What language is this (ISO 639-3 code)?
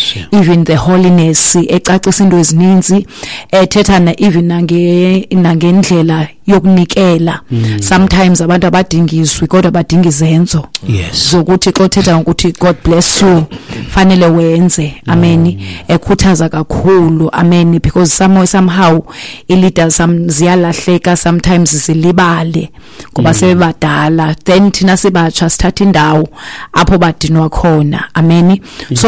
xho